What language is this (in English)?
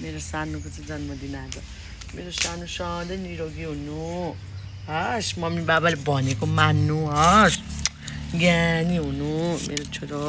Nepali